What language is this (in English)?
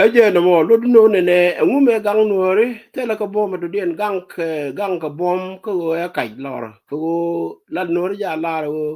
Nuer